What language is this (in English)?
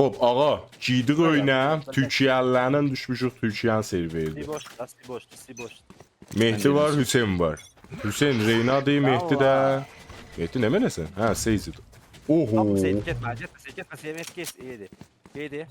South Azerbaijani